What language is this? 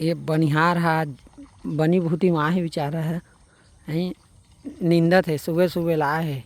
Chhattisgarhi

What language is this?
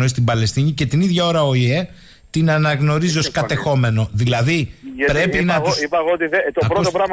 Greek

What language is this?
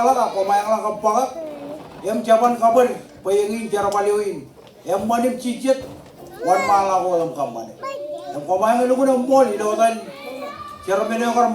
Marshallese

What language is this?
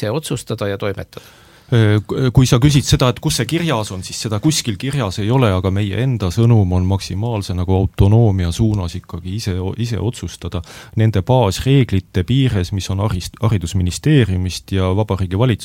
Estonian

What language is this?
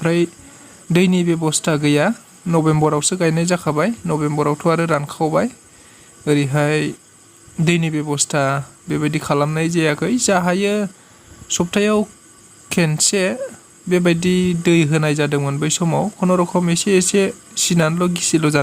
Bodo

